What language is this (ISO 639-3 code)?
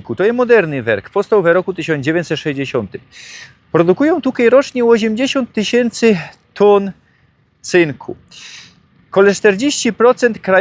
szl